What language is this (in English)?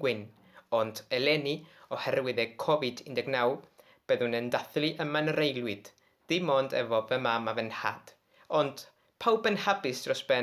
Welsh